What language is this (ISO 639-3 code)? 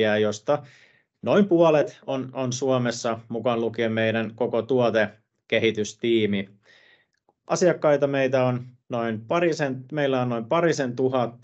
fin